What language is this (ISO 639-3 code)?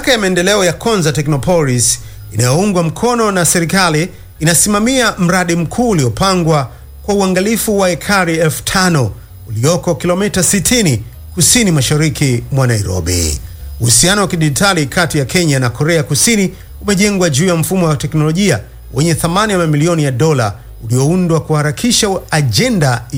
swa